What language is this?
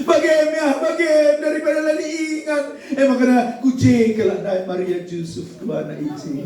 Batak Karo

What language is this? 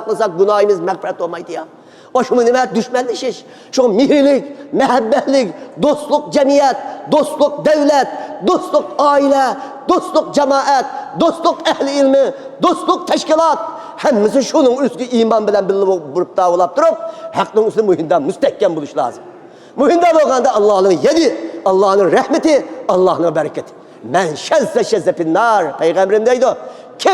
Uyghur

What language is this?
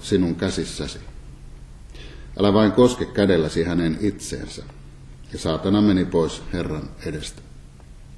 Finnish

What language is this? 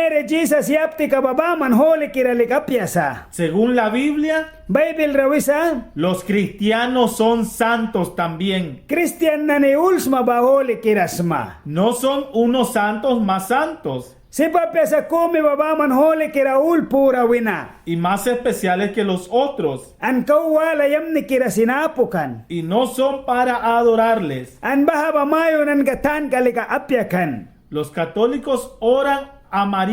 Mískito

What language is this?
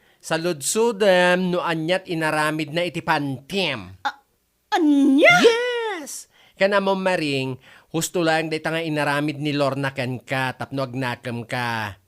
Iloko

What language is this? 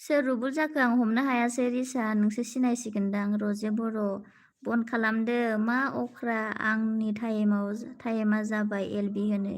Bodo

